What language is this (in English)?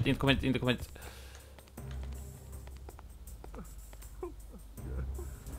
Swedish